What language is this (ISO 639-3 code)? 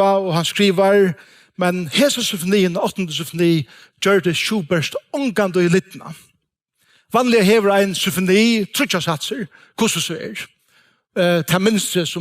fao